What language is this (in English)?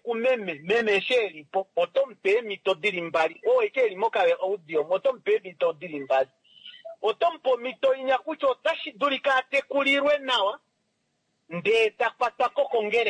Kuanyama